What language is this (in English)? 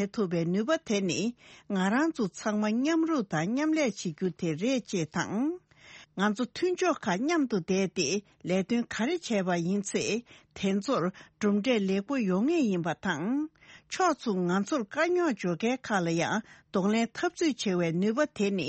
Tibetan